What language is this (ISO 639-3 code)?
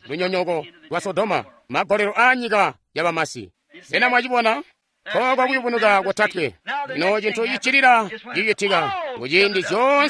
toi